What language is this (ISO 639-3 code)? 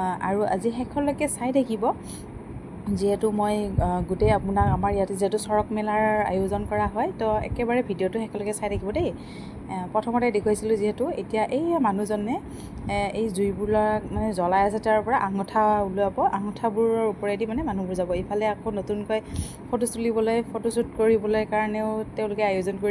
asm